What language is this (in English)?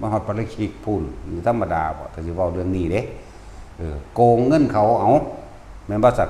Lao